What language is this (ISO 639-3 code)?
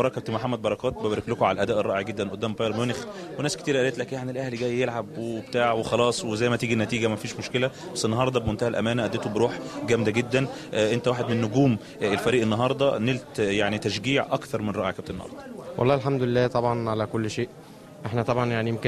arz